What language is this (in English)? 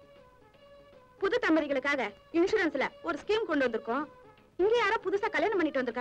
Tamil